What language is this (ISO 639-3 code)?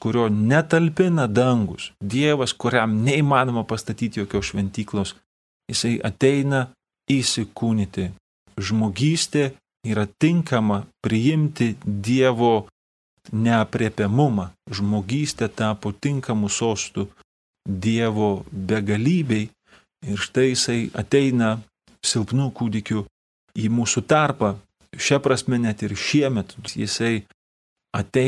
lit